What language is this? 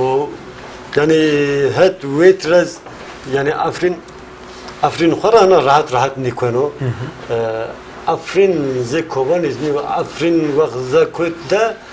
Zaza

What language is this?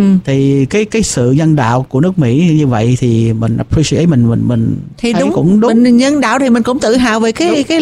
Vietnamese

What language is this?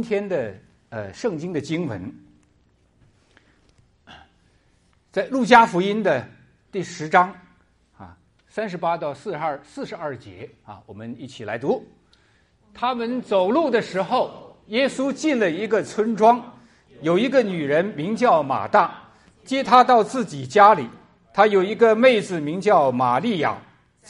Chinese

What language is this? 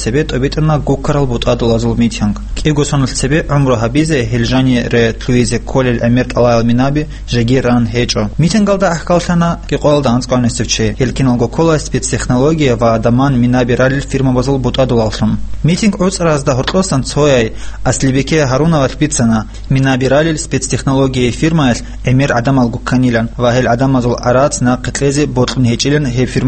Avaric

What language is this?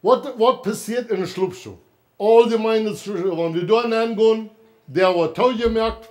Plautdietsch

